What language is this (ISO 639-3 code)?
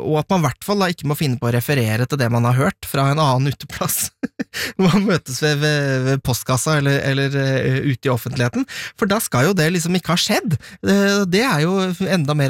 nor